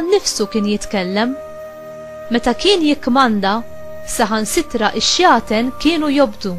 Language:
Maltese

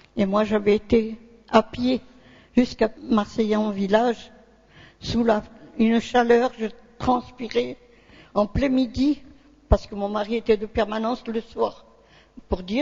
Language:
French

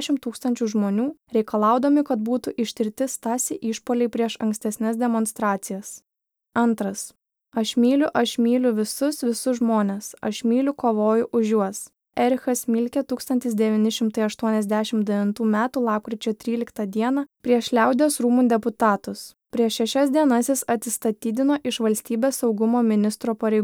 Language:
Lithuanian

